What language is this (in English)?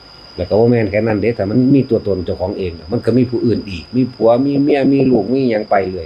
Northeastern Thai